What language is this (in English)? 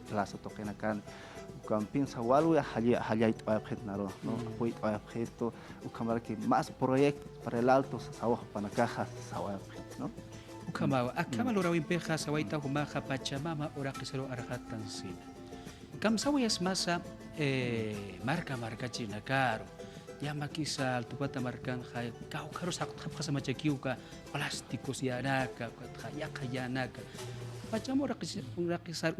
Aymara